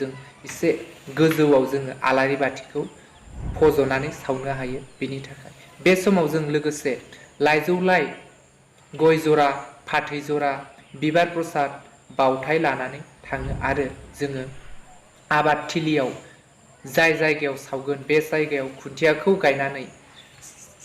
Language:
Bodo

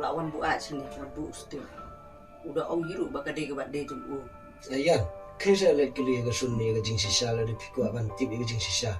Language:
Khasi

